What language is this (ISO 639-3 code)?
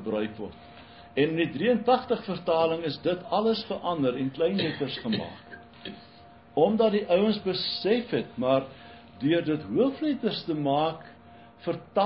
afr